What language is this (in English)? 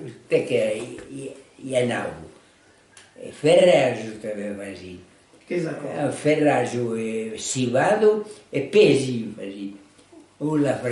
Occitan